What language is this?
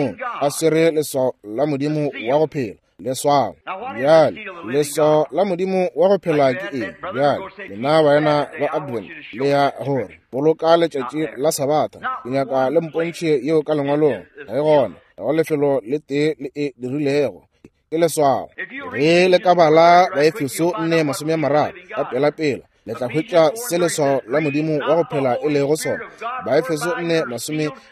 Northern Sotho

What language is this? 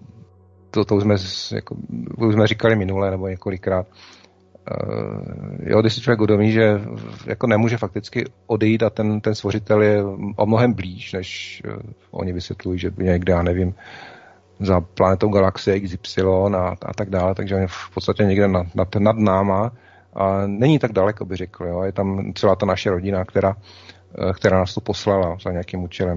Czech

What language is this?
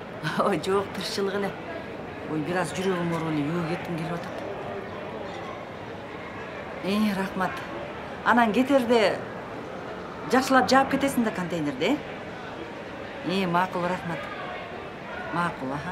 Kyrgyz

